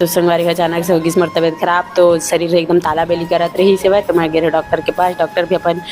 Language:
Chhattisgarhi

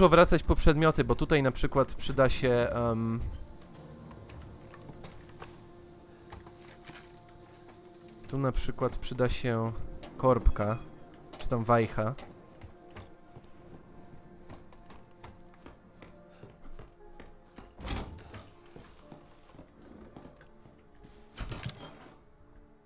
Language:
Polish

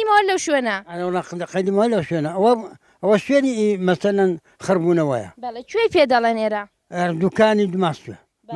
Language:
Central Kurdish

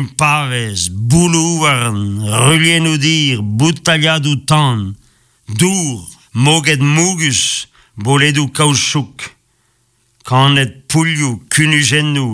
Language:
Breton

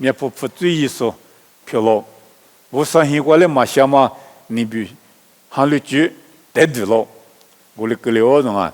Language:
Lisu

